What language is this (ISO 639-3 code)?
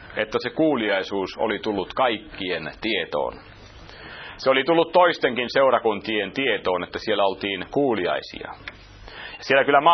fin